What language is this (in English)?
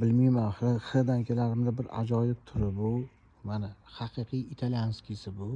Uzbek